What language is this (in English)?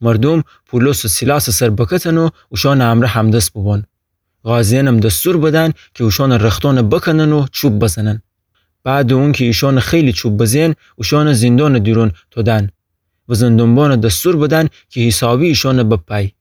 Gilaki